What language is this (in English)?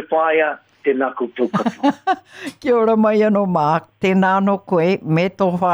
Māori